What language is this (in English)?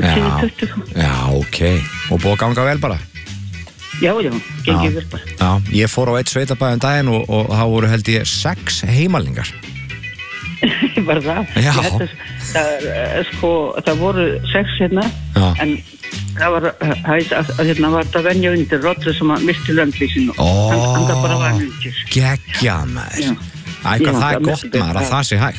Icelandic